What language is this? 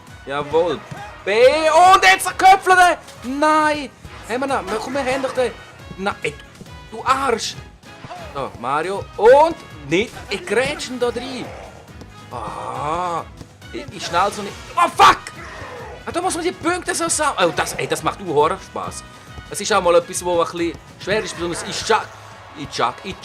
Swiss German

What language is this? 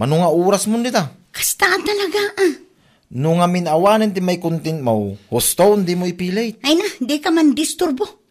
Iloko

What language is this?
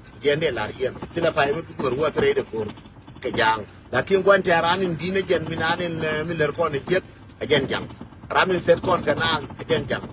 Nuer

